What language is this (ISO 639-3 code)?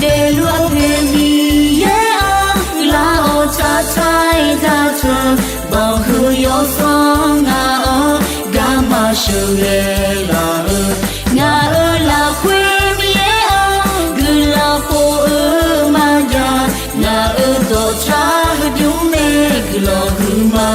ahk